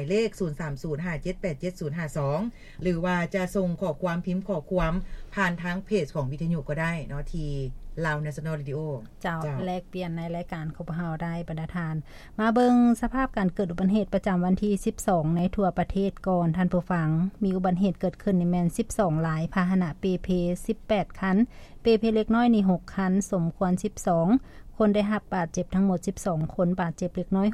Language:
Lao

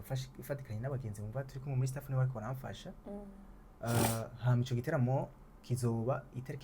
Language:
Rundi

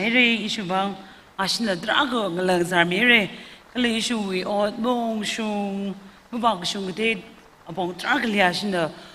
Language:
Tangkhul Naga (India)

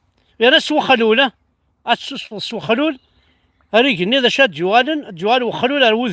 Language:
Kabyle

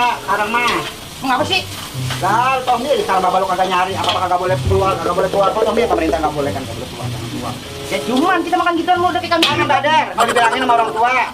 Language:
Betawi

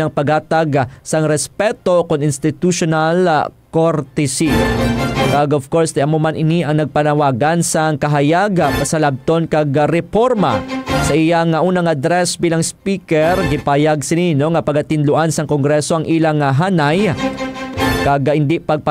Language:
Hiligaynon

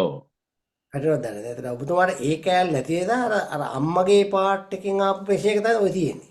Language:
Sinhala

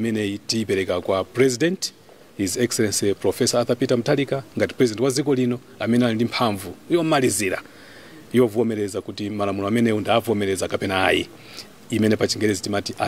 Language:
Nyanja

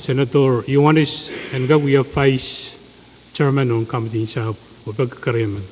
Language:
Pohnpeian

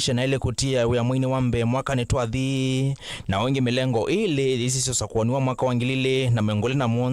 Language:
Kamba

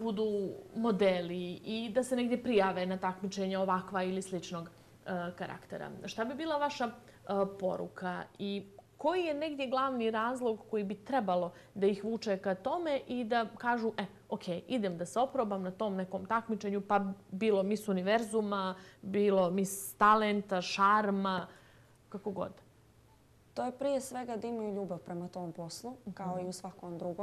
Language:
Bosnian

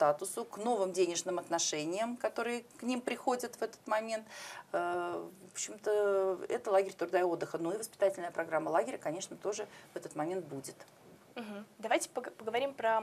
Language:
Russian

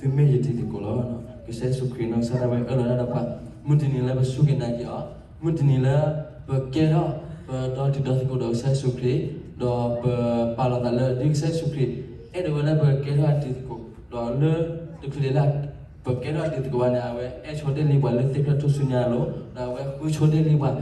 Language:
S'gaw Karen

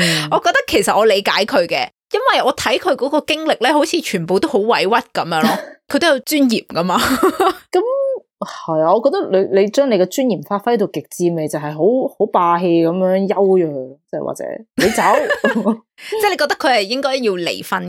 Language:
Cantonese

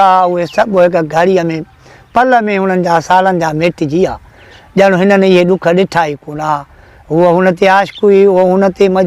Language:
Sindhi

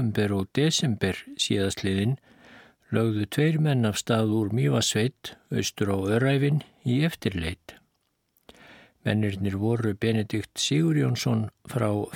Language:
Icelandic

